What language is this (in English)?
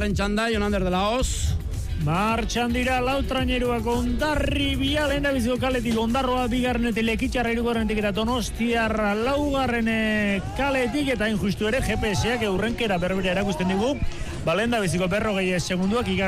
Basque